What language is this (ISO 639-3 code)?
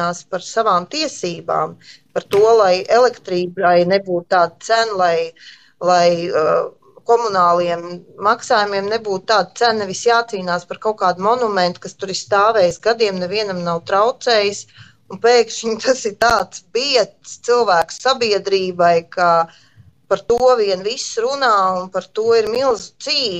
lav